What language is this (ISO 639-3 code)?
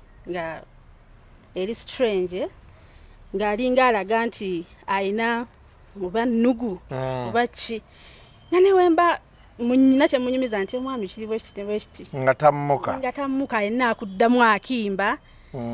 lug